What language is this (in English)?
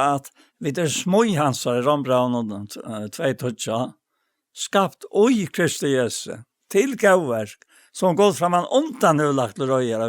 Faroese